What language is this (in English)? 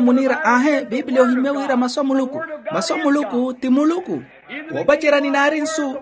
Makhuwa